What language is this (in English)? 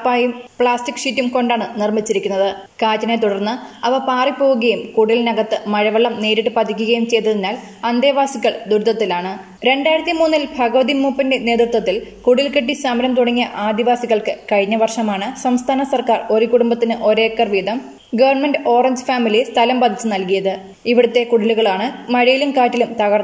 Malayalam